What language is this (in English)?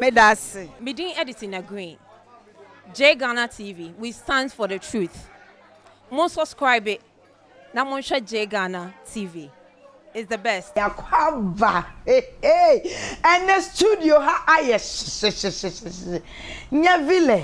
Akan